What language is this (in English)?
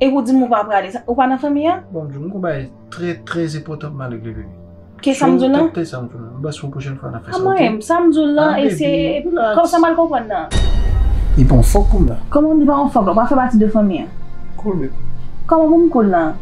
Haitian Creole